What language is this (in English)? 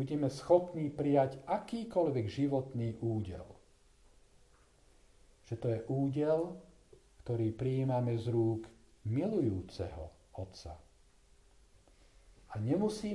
Slovak